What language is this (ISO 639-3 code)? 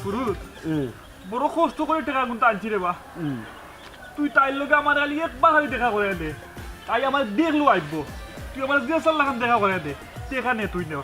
syl